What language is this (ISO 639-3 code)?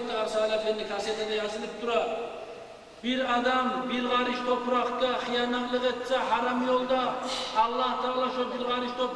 kum